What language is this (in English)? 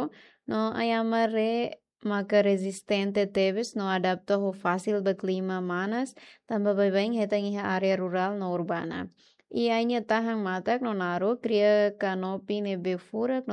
Tetum